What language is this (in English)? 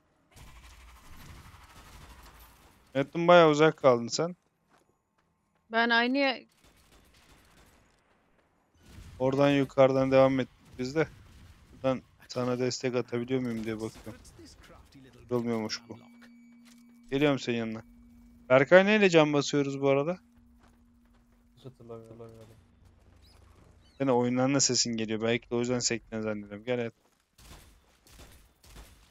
Turkish